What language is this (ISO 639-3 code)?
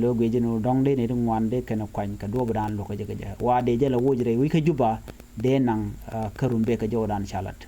nus